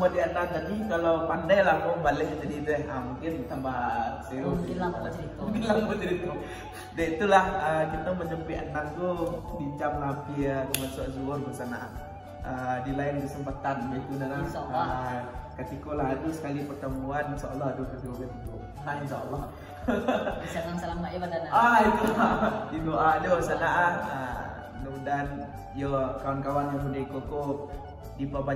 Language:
Minangkabau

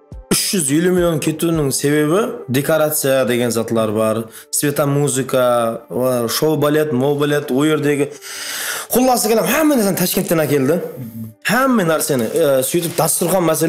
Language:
Kara-Kalpak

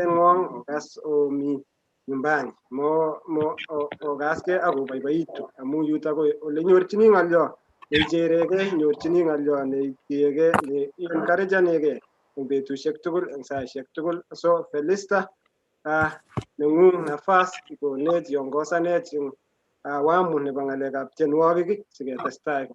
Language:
Kalenjin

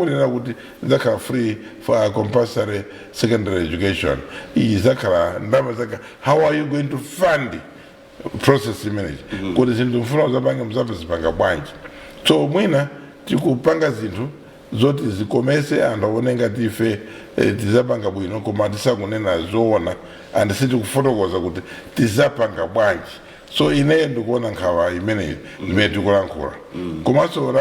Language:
Nyanja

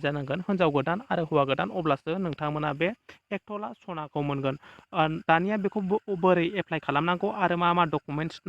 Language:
Bodo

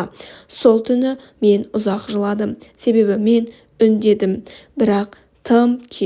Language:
Kazakh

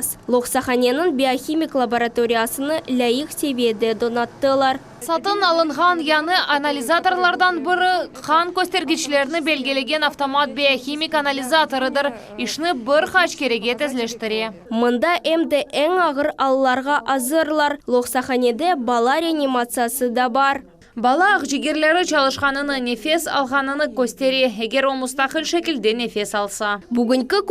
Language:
Crimean Tatar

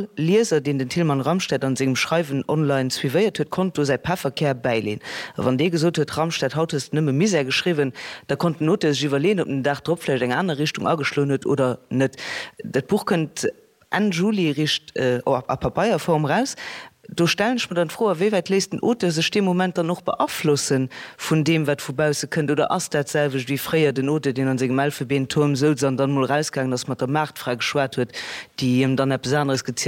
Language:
Luxembourgish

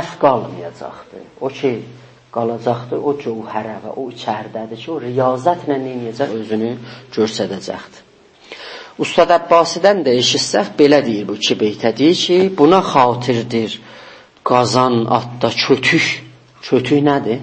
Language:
South Azerbaijani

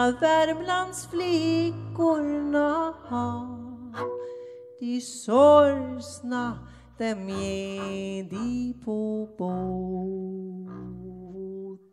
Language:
Swedish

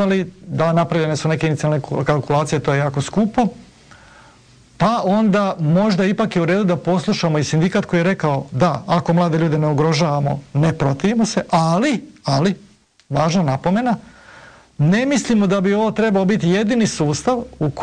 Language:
Croatian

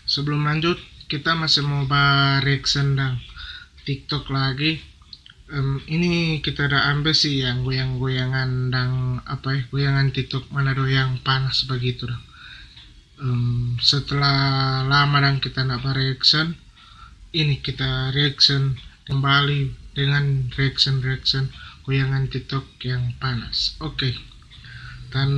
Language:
Manado Malay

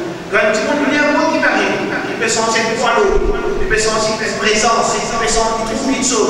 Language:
Morisyen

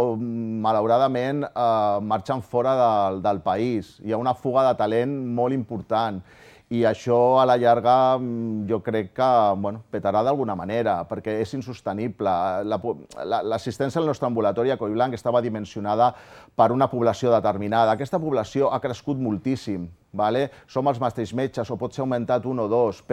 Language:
Catalan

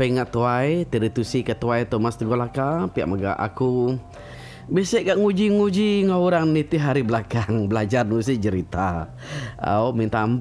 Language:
Iban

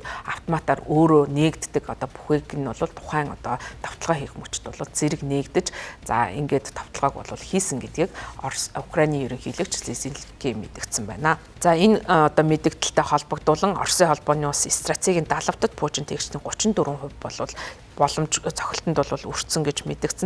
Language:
Mongolian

